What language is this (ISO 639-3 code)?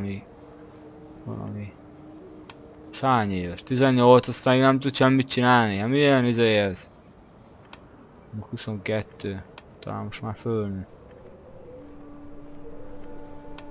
hun